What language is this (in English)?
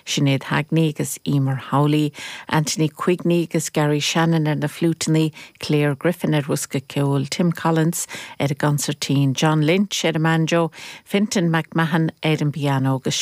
Irish